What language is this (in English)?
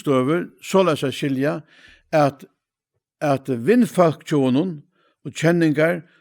Faroese